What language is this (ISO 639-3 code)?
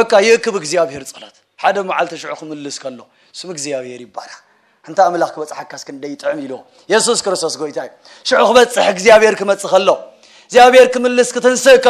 tir